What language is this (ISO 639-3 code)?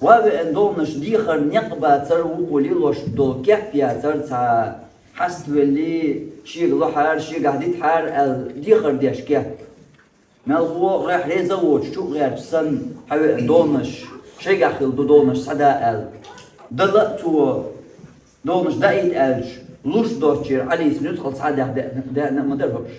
che